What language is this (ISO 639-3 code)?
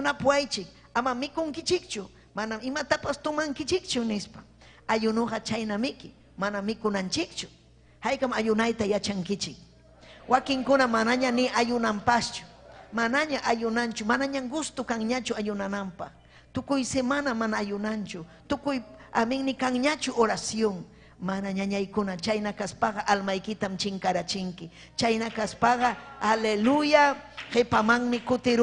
quy